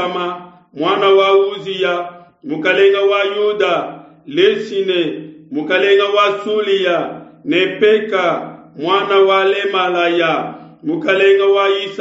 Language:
Luba-Lulua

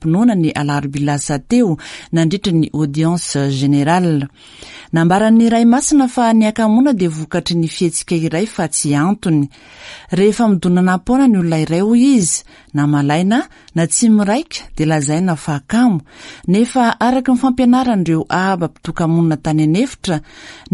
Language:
Malagasy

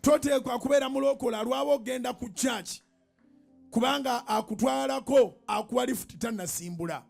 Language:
Ganda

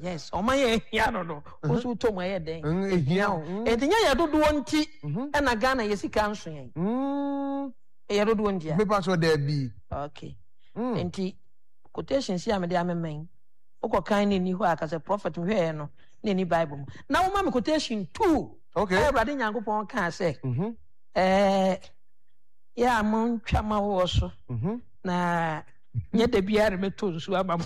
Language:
Akan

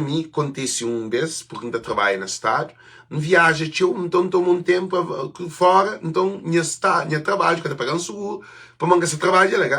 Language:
Kabuverdianu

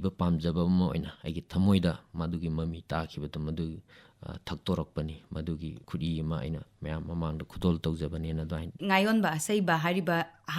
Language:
Manipuri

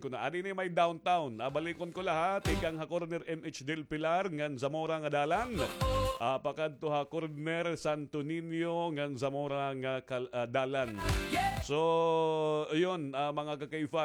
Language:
Waray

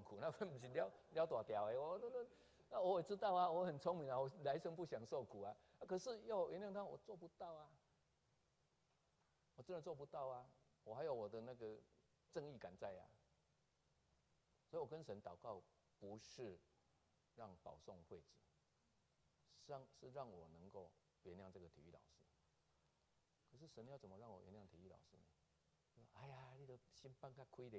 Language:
Chinese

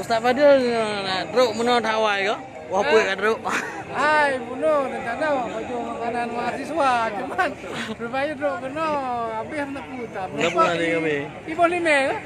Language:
Achinese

